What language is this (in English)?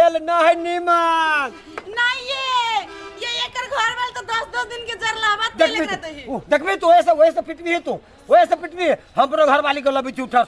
Maithili